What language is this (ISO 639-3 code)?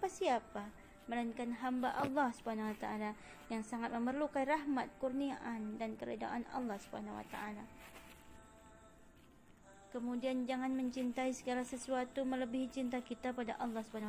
msa